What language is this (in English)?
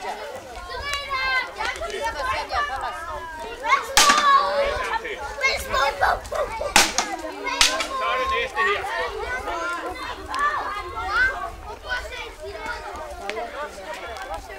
Danish